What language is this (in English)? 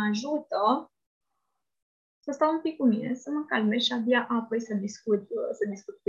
Romanian